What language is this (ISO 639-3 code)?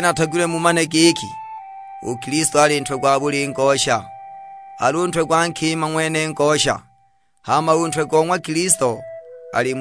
suk